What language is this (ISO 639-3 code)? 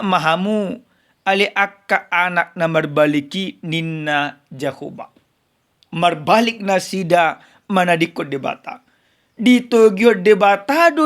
bbc